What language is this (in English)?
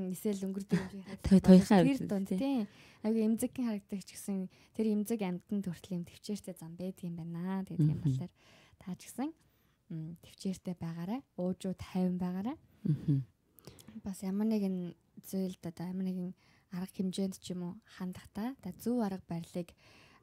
Mongolian